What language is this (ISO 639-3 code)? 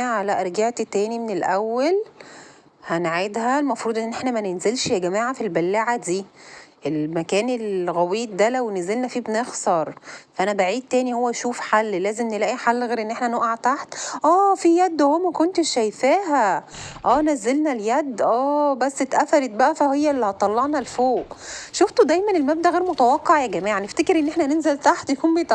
arz